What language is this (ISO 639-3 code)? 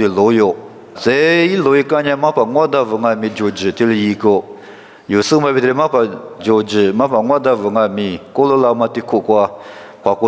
lis